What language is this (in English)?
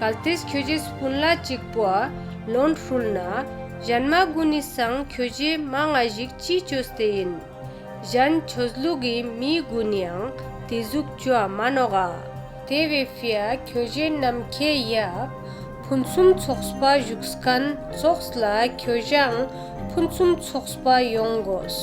Ladakhi